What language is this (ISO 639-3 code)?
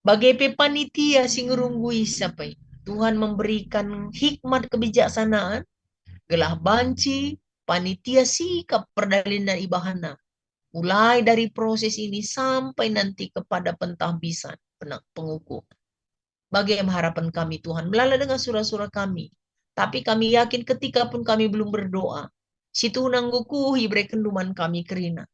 btx